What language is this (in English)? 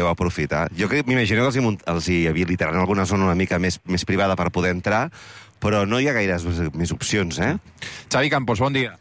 Catalan